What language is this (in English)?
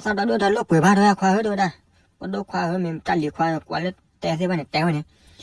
S'gaw Karen